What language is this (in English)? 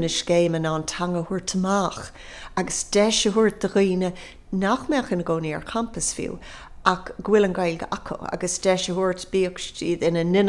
Irish